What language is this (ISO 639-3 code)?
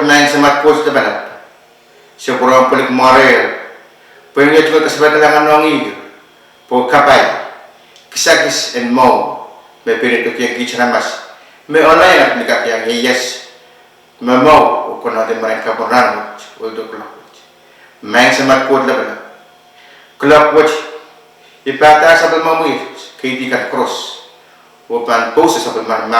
pon